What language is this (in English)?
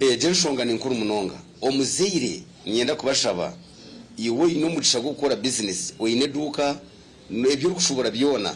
Nyankole